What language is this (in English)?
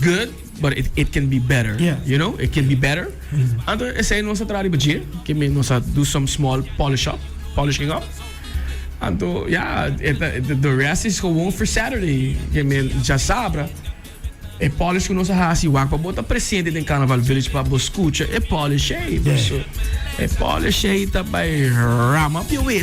Papiamento